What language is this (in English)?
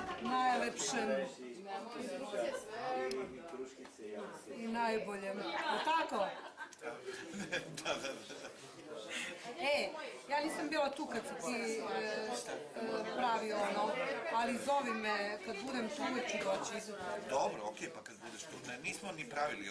Serbian